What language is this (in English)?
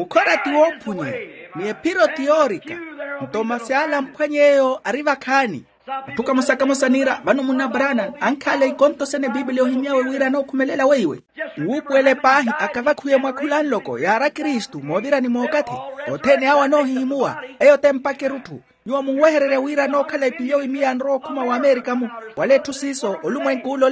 Makhuwa